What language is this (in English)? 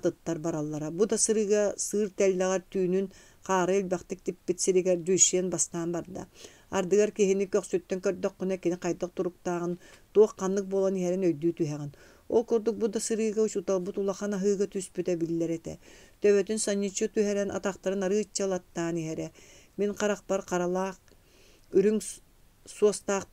Yakut